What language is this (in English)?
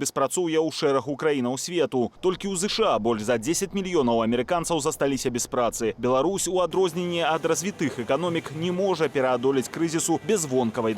Belarusian